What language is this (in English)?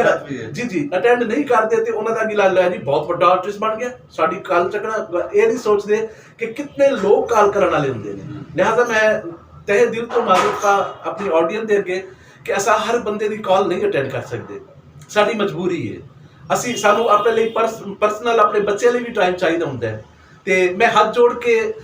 Saraiki